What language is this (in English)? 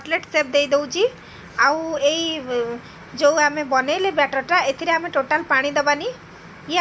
Odia